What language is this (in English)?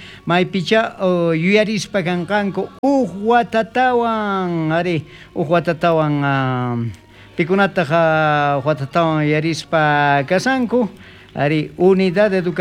South Bolivian Quechua